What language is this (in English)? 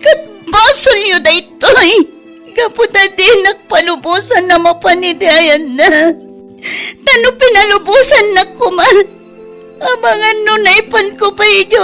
Iloko